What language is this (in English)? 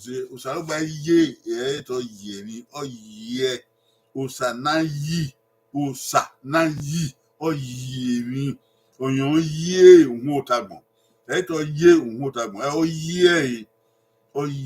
Bini